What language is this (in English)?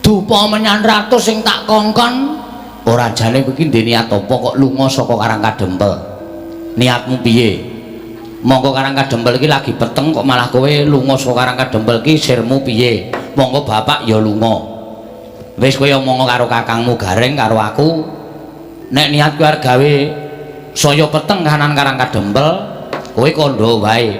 Javanese